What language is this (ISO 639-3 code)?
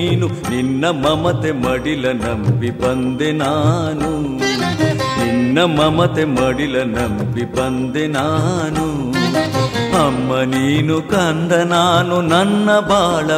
kan